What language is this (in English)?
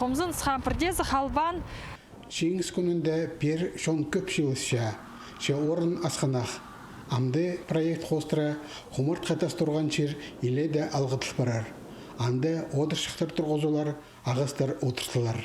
Khakas